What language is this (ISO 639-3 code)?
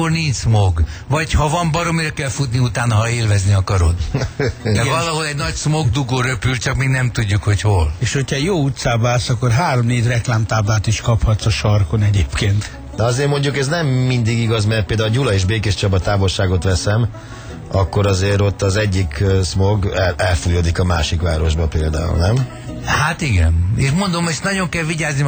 hun